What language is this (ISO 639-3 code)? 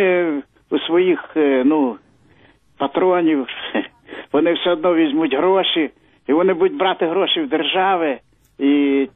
ukr